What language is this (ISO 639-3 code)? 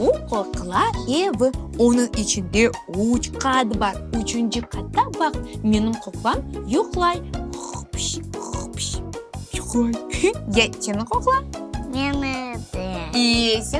crh